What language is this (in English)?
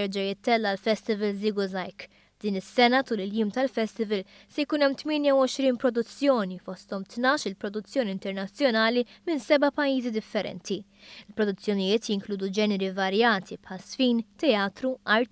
Maltese